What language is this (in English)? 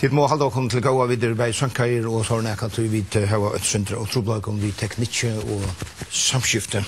Faroese